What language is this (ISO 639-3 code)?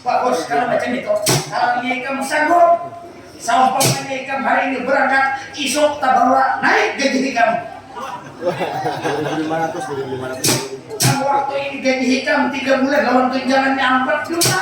bjn